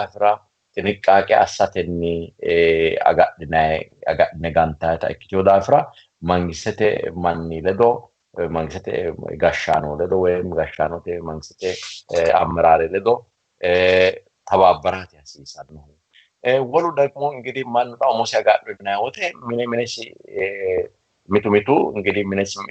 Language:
Sidamo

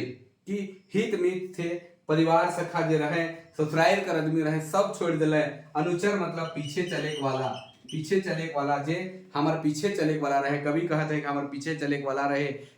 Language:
Sadri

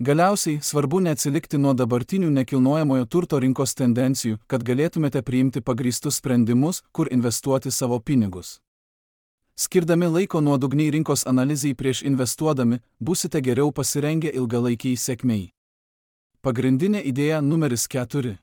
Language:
Lithuanian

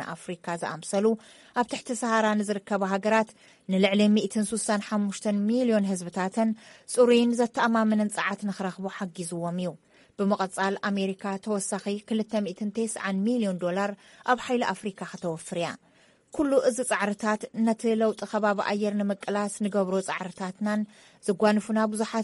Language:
Tigrinya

